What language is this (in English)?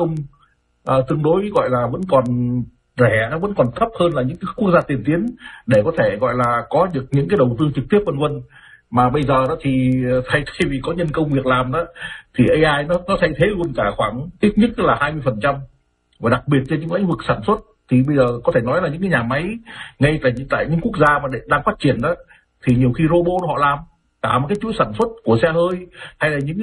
Vietnamese